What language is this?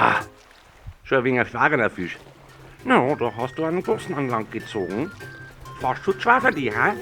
Bavarian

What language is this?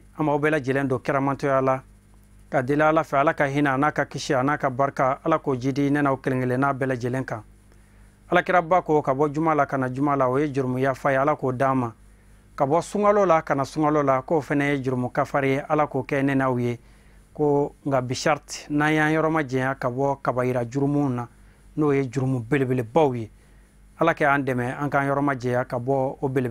Bambara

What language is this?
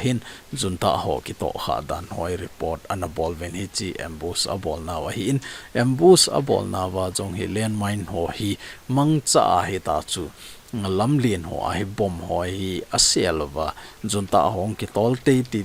Thado Chin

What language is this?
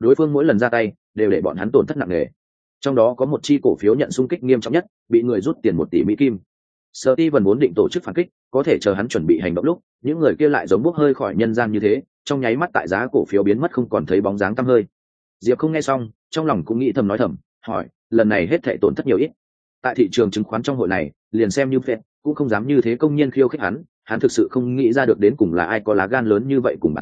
Vietnamese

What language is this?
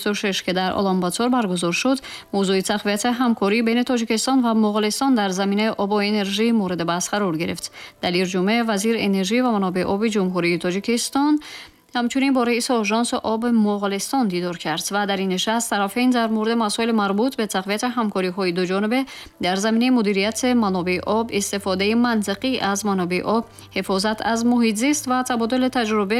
Tajik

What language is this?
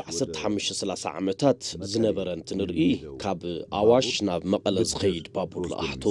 Tigrinya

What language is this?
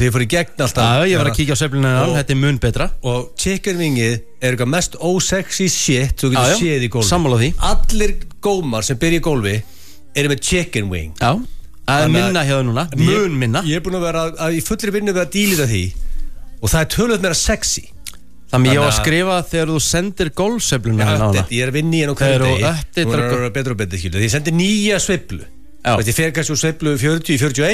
Icelandic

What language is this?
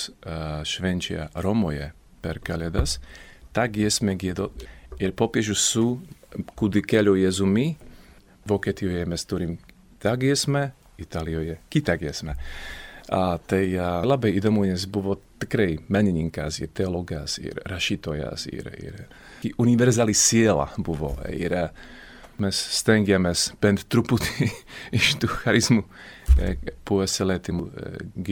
Lithuanian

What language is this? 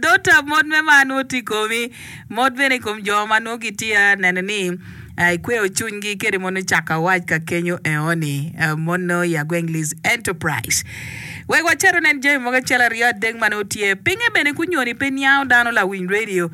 Acoli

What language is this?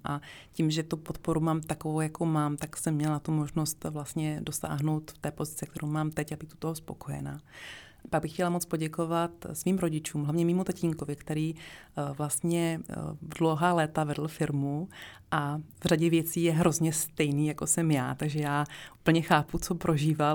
Czech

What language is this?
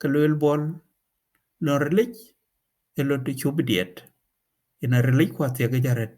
Dinka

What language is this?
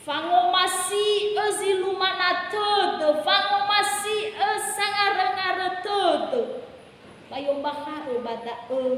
Nias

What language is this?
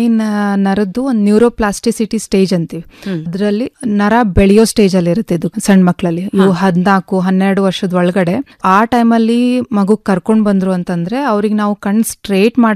Kannada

